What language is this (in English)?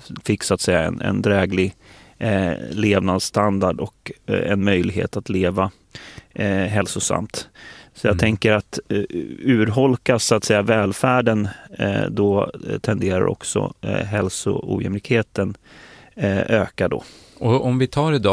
Swedish